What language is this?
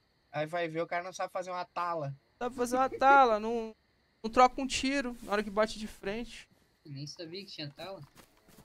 Portuguese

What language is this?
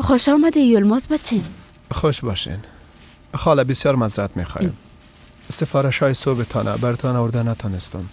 Persian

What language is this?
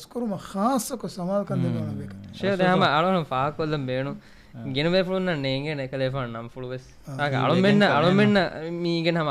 Divehi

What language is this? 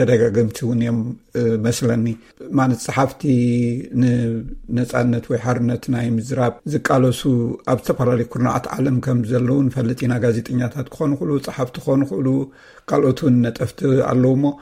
Tigrinya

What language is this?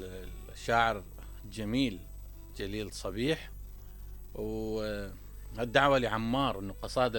Mesopotamian Arabic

